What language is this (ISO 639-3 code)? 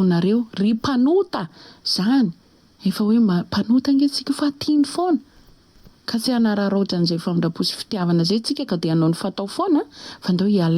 mlg